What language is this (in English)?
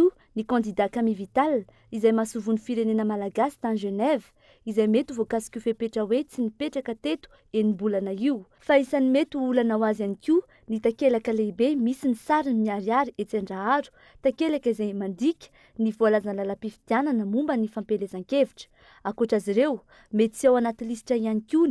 Malagasy